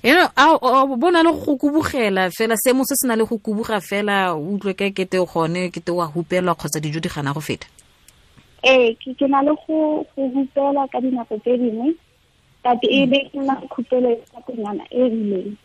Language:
Tswana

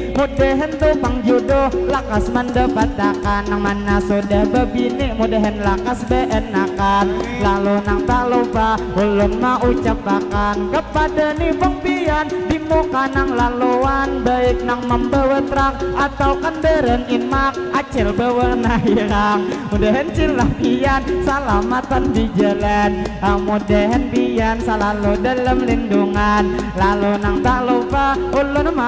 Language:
Banjar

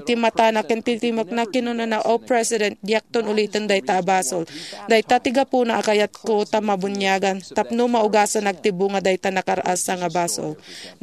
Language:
Iloko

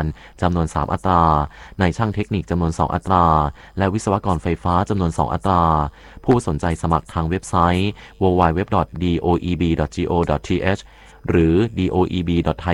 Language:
Thai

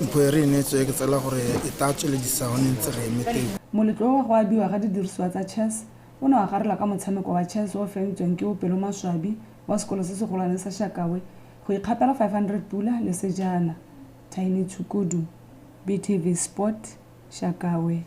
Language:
Tswana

